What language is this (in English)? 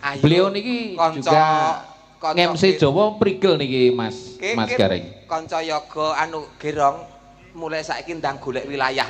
Javanese